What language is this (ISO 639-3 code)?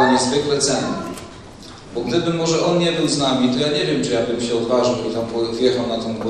pol